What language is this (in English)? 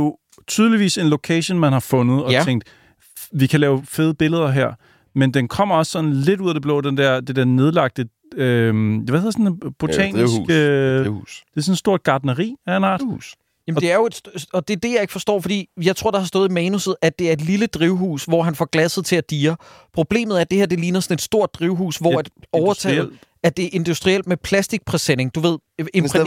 Danish